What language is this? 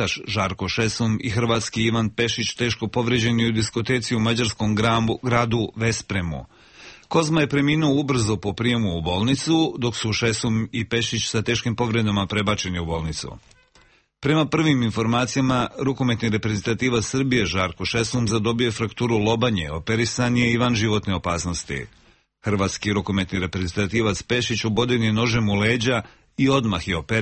Serbian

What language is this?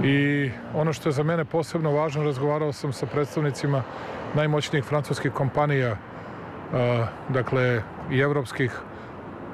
Serbian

